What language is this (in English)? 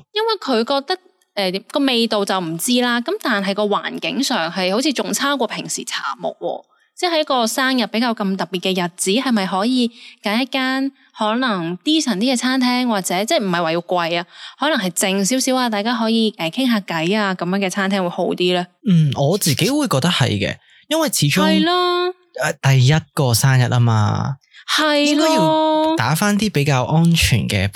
Cantonese